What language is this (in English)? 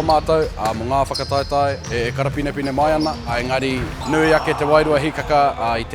Māori